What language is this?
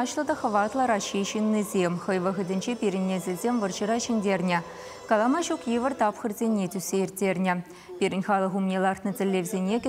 Chuvash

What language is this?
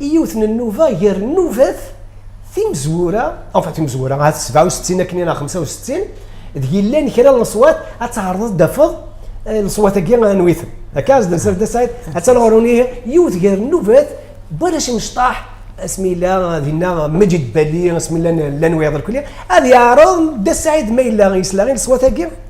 Kabyle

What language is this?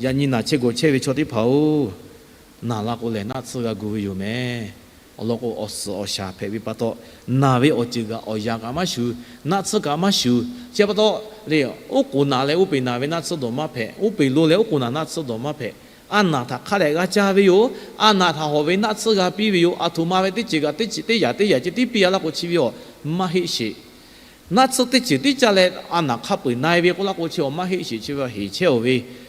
Lahu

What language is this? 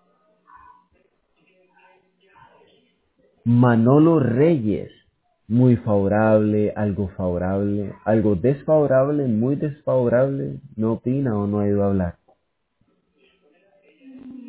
Spanish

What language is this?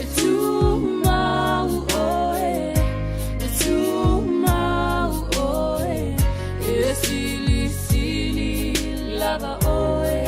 Samoan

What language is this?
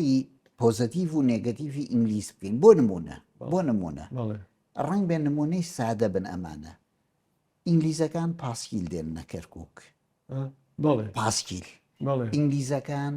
Central Kurdish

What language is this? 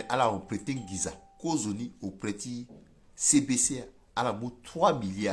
Sango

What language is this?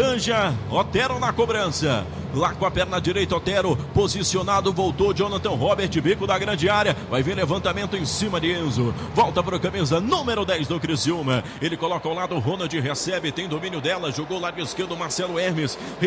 Portuguese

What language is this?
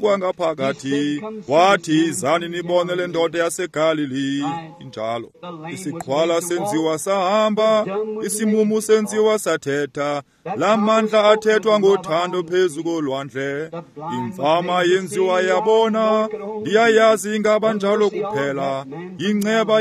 Xhosa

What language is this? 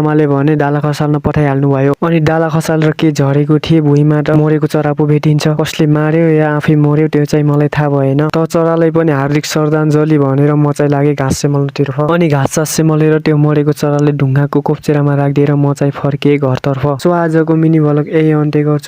Nepali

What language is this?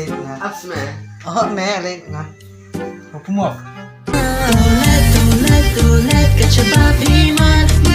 Khasi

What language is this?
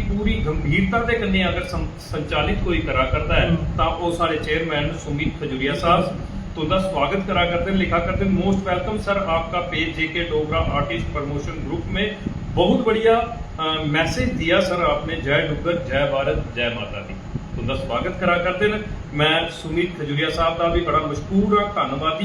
Dogri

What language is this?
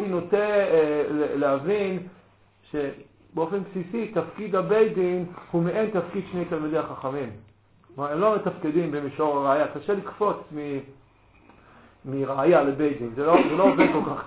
Hebrew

